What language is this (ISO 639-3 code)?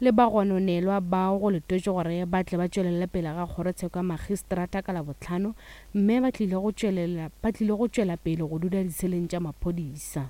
nso